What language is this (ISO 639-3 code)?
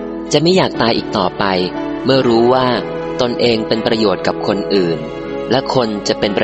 tha